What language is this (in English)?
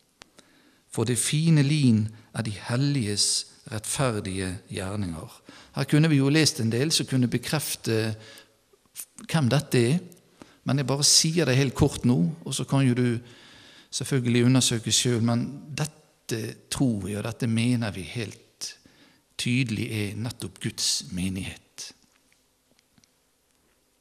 Norwegian